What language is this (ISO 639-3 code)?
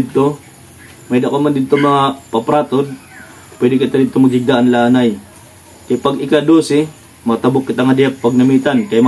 war